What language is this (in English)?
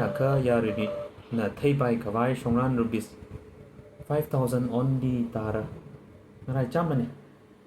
Tangkhul Naga (India)